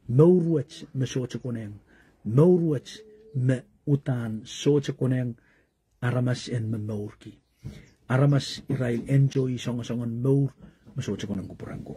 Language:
Pohnpeian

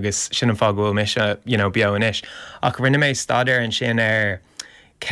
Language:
Irish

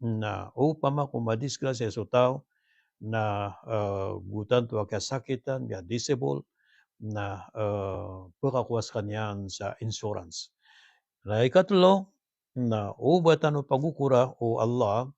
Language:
Maranao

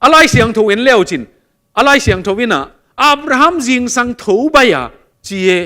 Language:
Tedim Chin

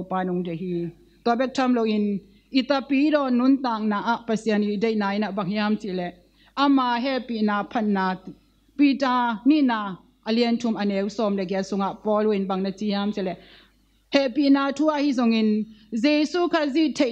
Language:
Tedim Chin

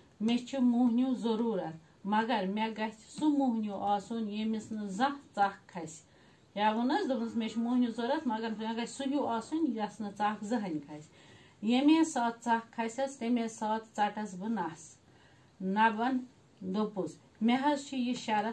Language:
Kashmiri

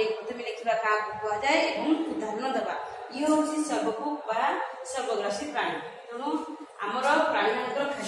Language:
Odia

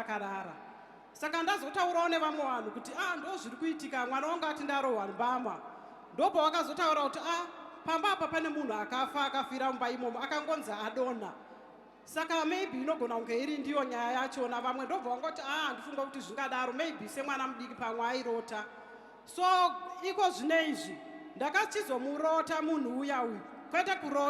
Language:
Shona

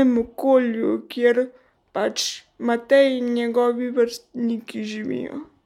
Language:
Slovenian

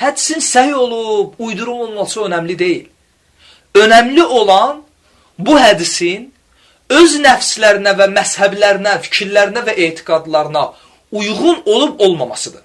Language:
Azerbaijani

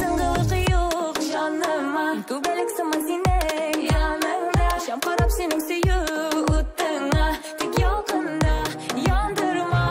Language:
Tatar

